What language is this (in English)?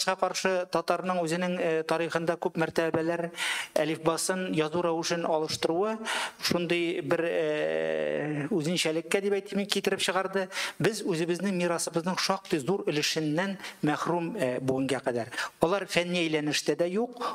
Tatar